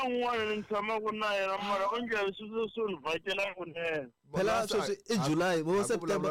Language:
Tsonga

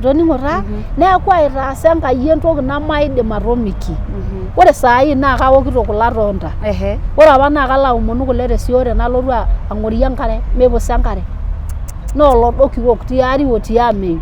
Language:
Masai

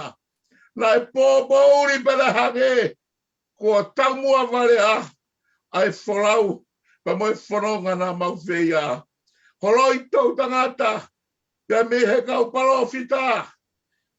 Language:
Tongan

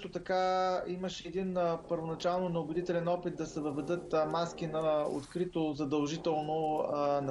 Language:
Bulgarian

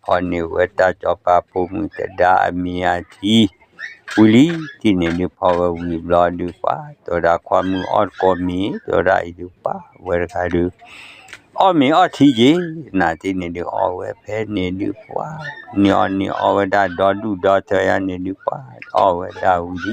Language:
S'gaw Karen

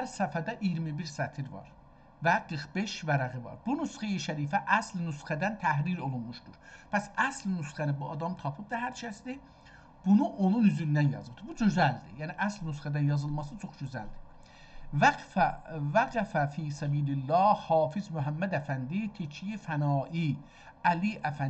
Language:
South Azerbaijani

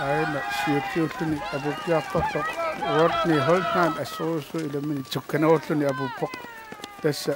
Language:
Kalaallisut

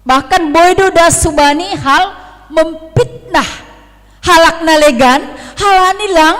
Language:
Batak Simalungun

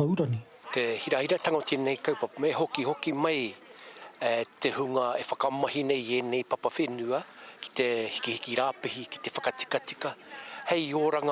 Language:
Māori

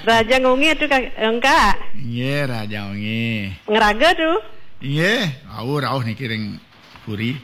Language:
Balinese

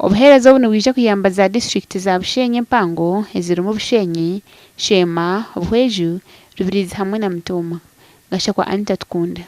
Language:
Nyankole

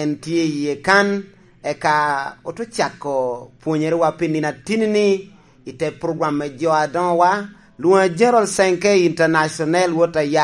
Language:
Lango (Uganda)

